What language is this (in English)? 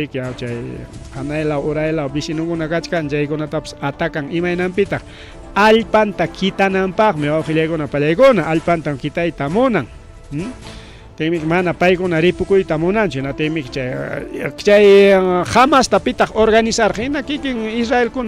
Ayacucho Quechua